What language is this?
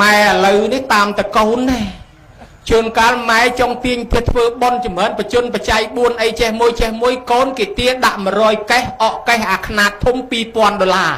Khmer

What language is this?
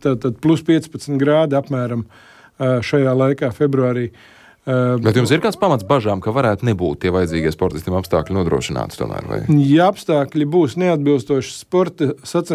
Latvian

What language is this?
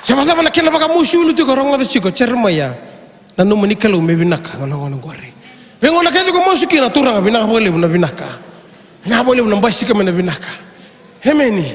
Fijian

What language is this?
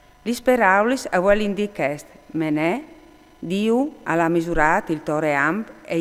Friulian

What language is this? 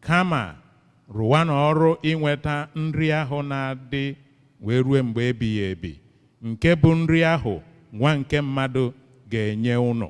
Igbo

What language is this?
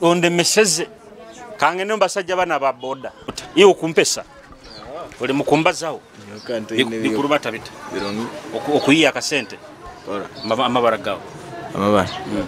Nyoro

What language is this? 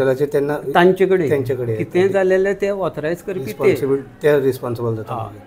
Konkani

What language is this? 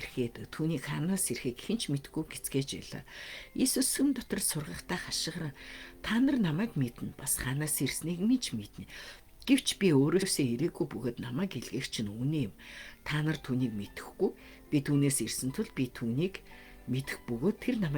Mongolian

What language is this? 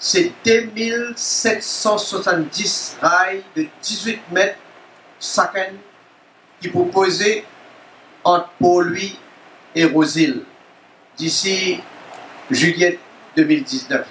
Morisyen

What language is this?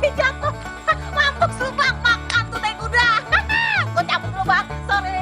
Betawi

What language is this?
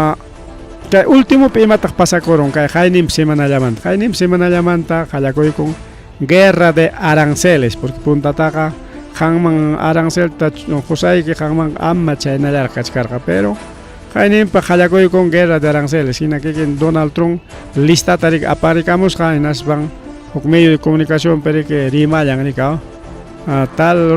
Ayacucho Quechua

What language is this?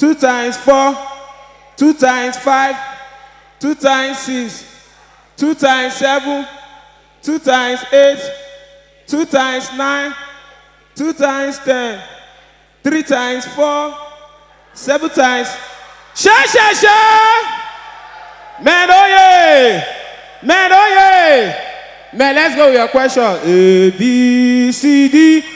Nigerian Pidgin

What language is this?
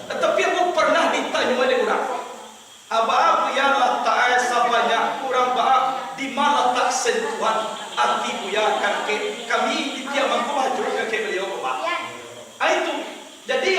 Minangkabau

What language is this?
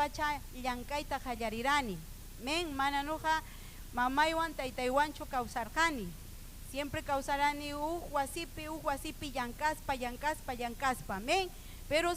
Ayacucho Quechua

